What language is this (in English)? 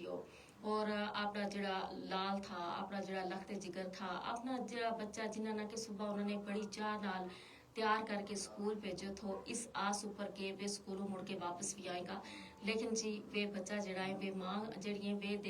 Gujari